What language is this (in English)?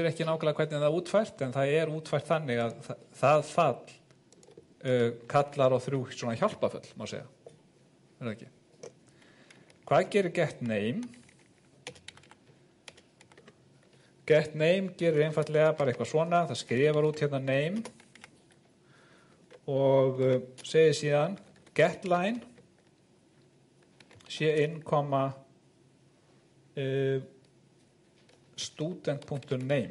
Icelandic